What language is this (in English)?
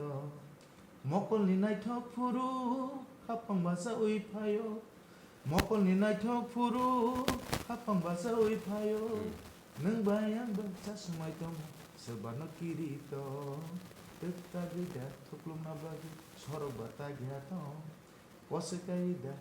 Kok Borok